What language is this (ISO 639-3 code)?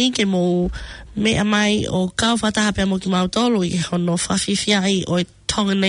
ton